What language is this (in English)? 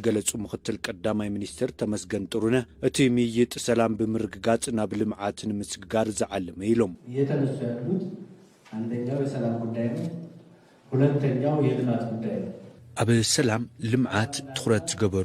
Tigrinya